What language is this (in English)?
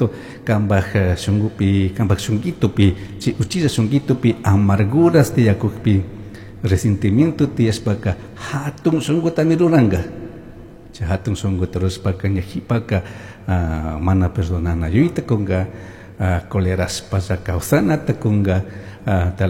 Chimborazo Highland Quichua